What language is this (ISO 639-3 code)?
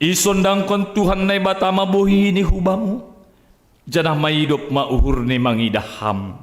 bts